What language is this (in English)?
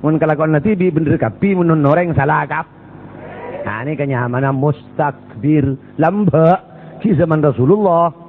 Madurese